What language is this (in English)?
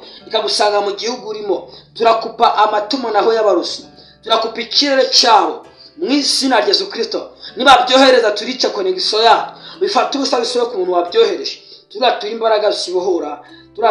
Kinyarwanda